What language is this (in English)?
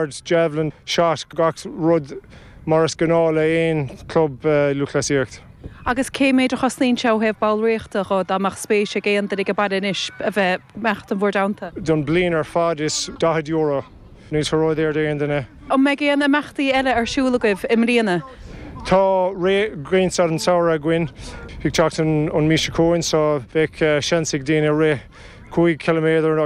Irish